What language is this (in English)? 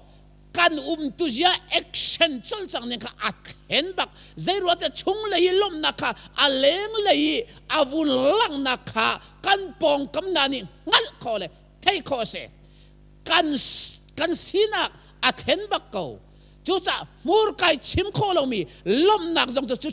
Hakha Chin